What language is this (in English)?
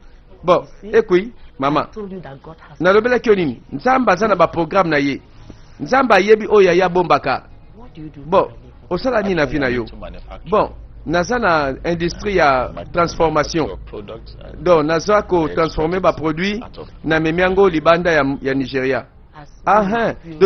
Lingala